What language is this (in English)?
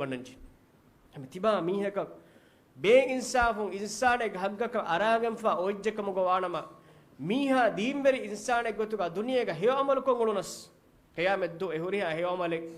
Divehi